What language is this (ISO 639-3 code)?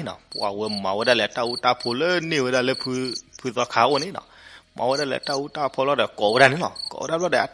ksw